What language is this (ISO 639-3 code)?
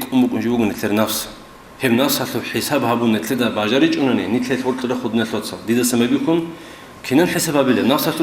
ava